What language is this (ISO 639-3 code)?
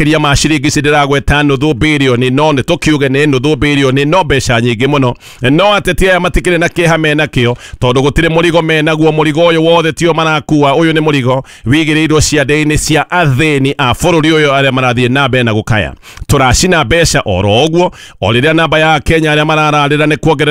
kik